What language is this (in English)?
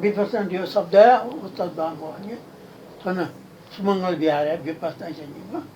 Newari